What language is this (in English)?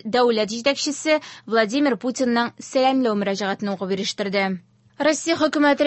Tatar